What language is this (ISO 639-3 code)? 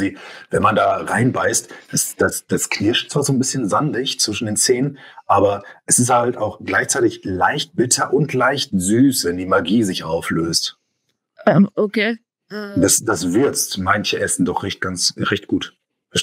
deu